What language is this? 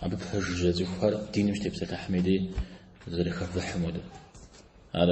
Kabardian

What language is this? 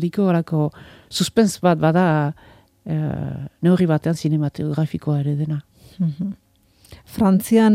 Basque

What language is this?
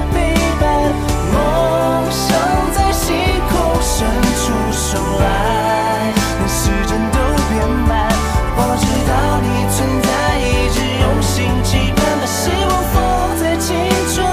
Chinese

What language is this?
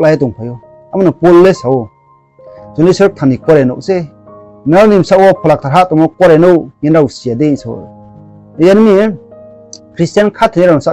Riang (India)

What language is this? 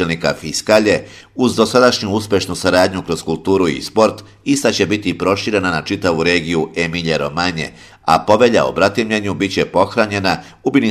Serbian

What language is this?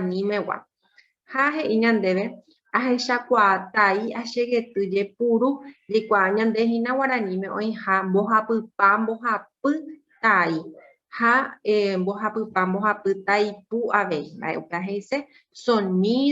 Guarani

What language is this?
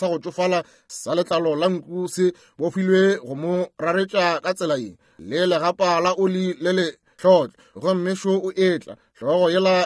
Northern Sotho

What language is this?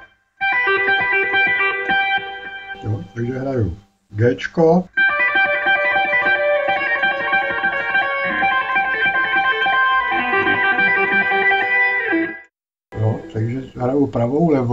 Czech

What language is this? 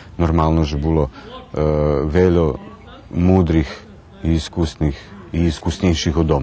Rusyn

